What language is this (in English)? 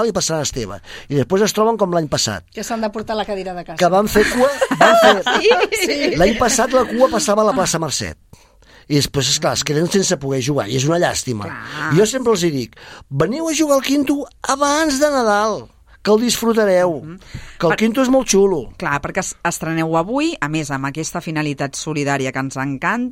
Catalan